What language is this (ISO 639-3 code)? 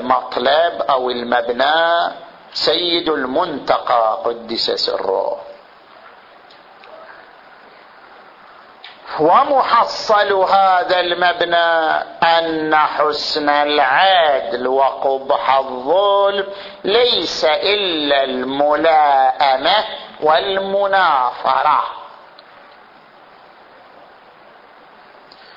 ara